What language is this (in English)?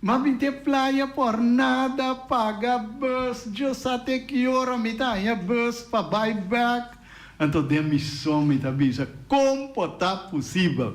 Papiamento